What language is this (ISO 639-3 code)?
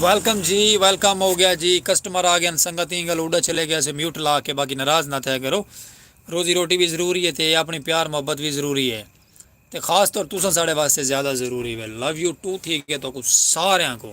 skr